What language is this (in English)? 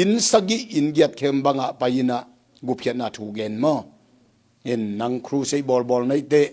Tedim Chin